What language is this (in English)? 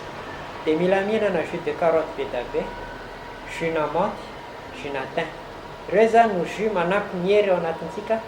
Malagasy